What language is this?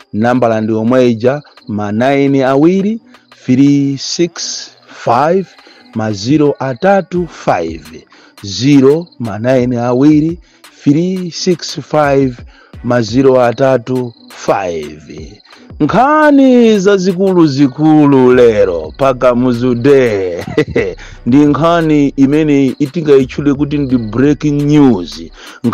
Nyanja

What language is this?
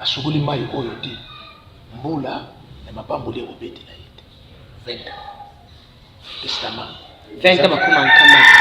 Lingala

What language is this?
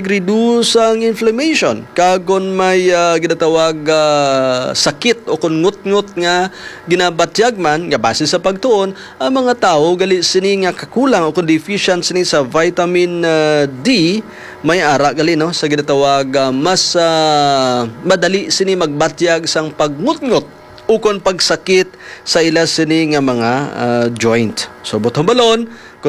Hiligaynon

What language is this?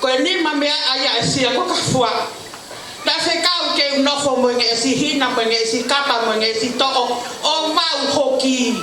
Tongan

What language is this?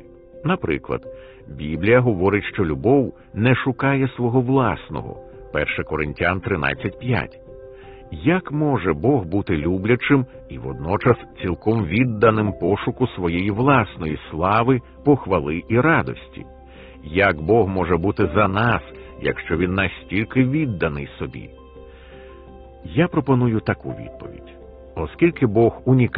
Ukrainian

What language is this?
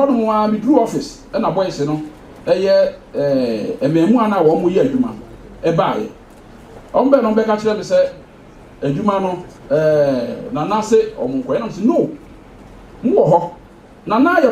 Akan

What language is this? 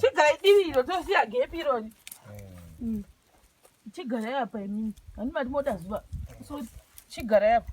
Shona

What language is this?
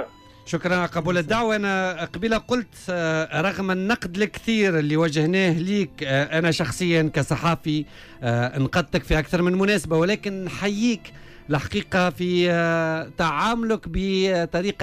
Tunisian Arabic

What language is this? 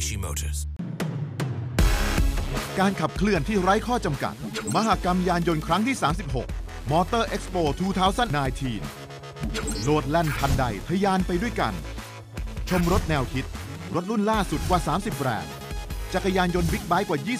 Thai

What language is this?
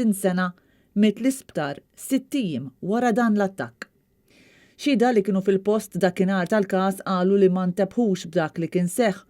Maltese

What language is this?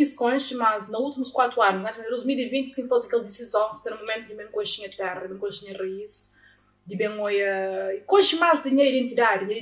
Kabuverdianu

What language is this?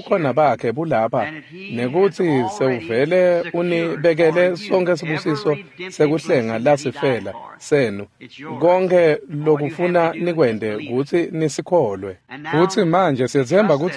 Swati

